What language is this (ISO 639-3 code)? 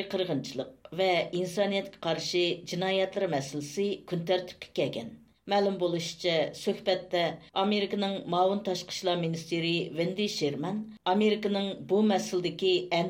uig